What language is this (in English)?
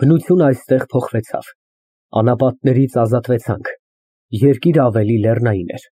Armenian